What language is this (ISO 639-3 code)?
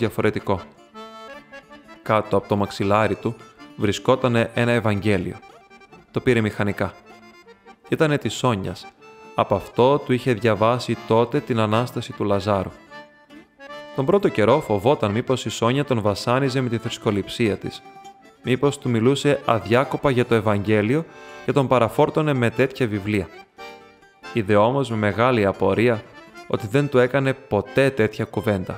ell